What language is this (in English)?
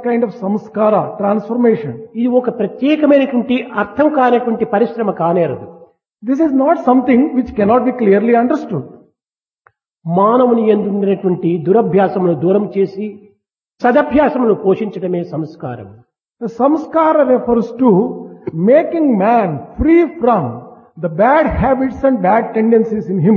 Telugu